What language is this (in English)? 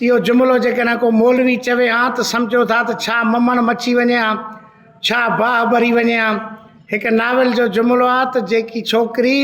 Sindhi